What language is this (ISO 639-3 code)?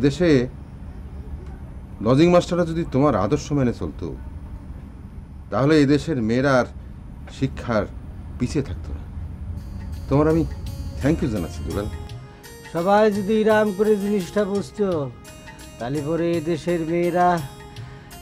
ben